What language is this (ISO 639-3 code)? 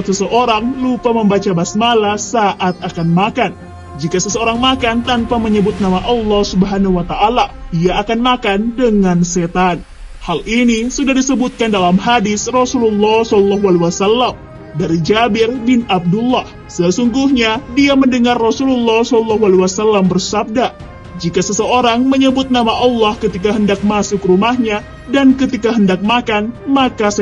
ind